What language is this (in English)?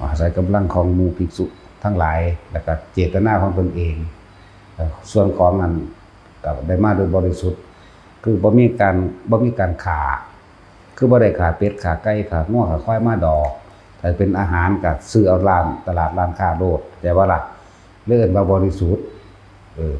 Lao